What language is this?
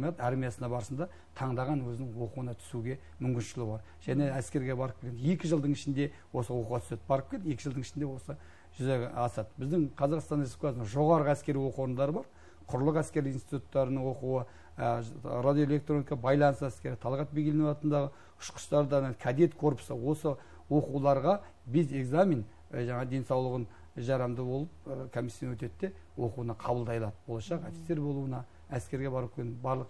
Kazakh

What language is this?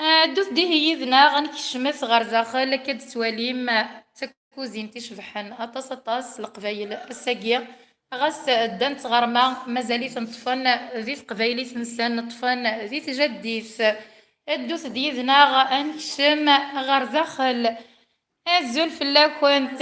Kabyle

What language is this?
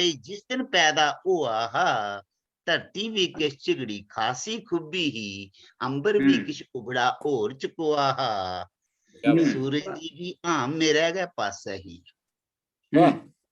Dogri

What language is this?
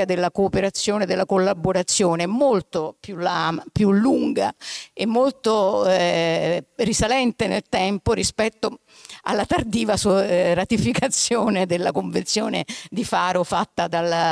Italian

